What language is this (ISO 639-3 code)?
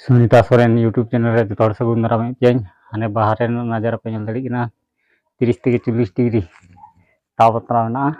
sat